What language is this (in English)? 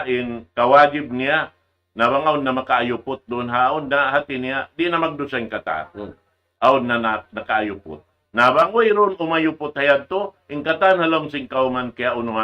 Tausug